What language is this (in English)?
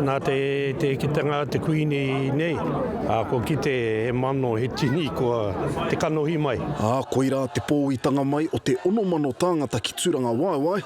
Māori